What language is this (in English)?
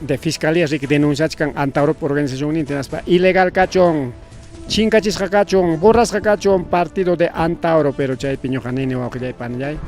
Ayacucho Quechua